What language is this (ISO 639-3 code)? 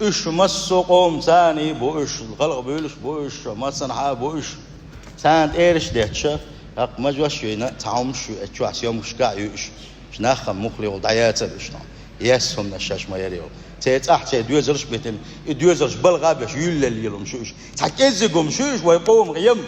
che